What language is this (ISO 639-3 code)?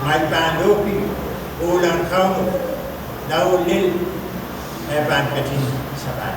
pon